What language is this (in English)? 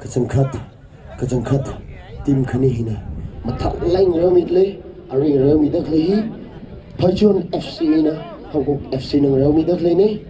Tangkhul Naga (India)